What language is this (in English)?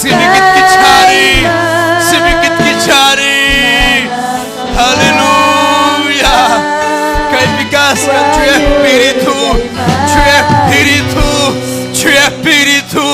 Ayacucho Quechua